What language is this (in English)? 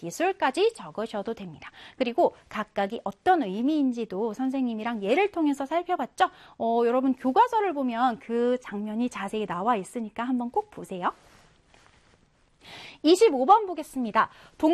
Korean